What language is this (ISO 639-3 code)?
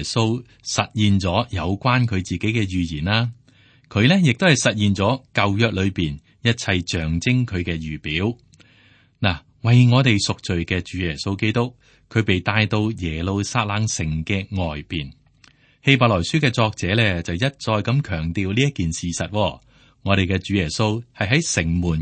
yue